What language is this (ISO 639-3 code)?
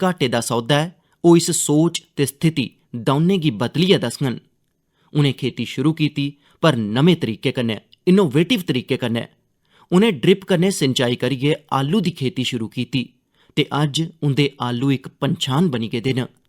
doi